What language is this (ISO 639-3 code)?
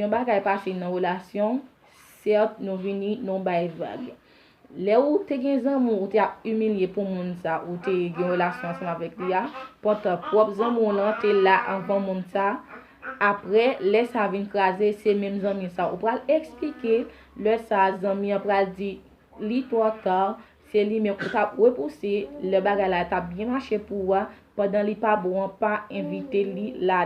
hat